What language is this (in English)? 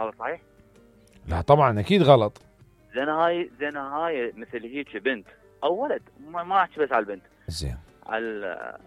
Mesopotamian Arabic